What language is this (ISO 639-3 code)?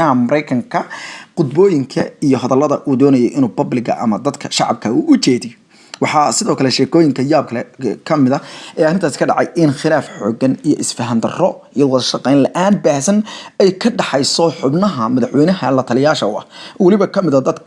som